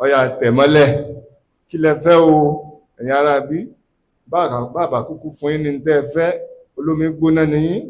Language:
Yoruba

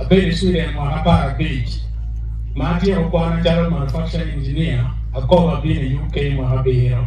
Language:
Acoli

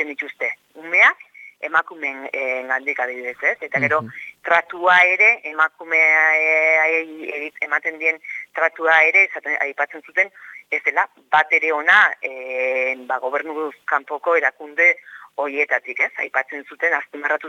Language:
Basque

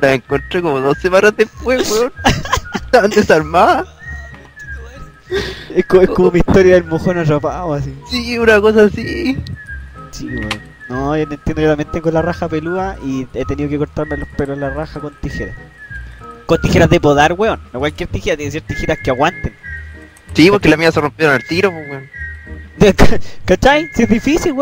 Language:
Spanish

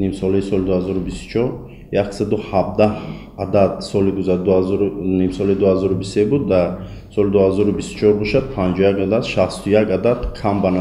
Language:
Tajik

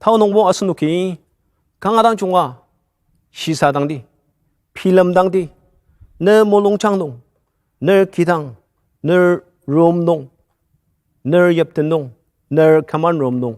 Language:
Ao Naga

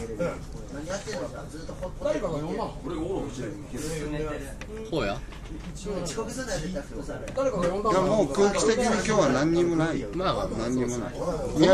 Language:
Japanese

